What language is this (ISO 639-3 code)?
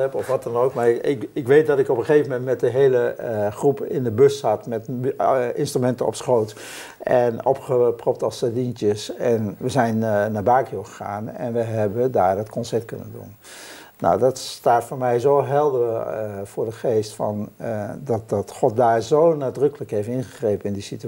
nld